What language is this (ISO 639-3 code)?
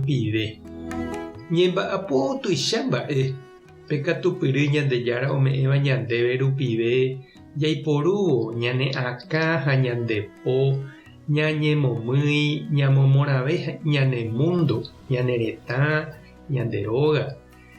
grn